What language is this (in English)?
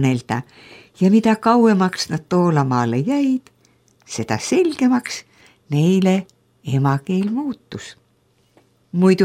Estonian